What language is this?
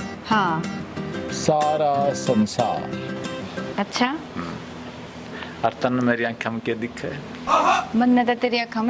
Haryanvi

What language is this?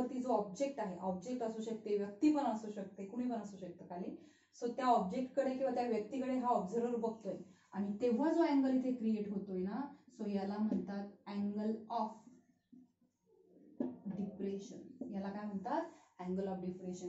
Marathi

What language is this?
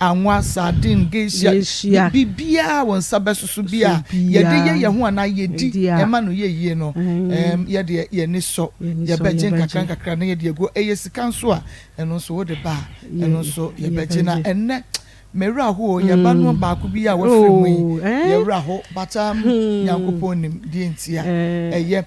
Akan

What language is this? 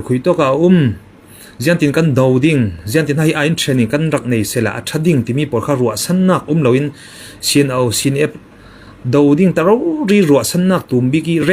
Falam Chin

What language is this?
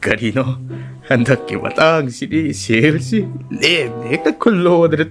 Manipuri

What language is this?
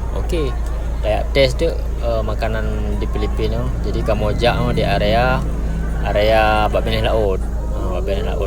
Achinese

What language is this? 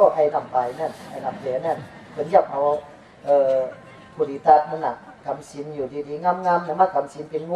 Shan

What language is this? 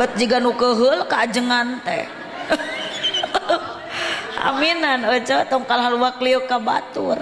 Sundanese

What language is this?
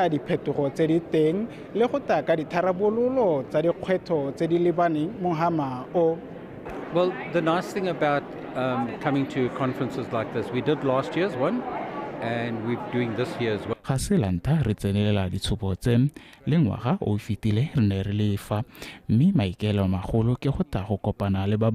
Tswana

